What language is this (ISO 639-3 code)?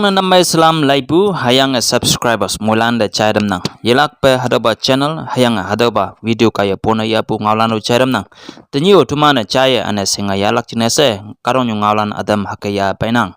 nbe